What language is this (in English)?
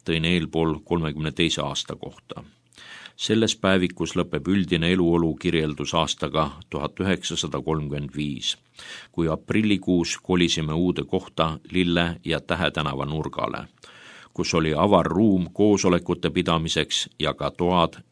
Estonian